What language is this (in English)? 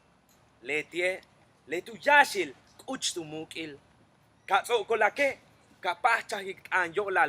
Yucateco